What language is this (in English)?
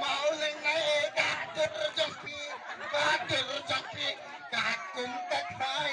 Khasi